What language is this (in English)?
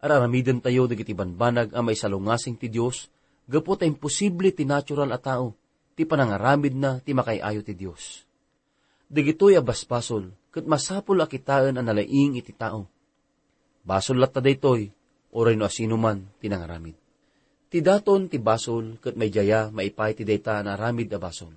Iloko